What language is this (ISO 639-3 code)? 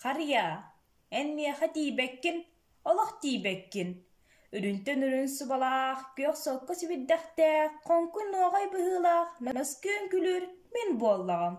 sah